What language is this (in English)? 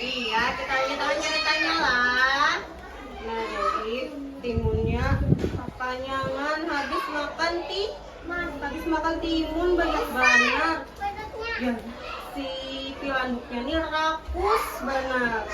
Banjar